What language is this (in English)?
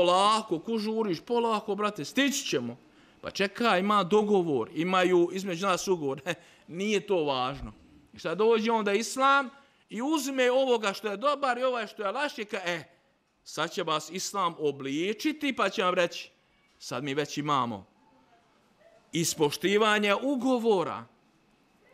Bosnian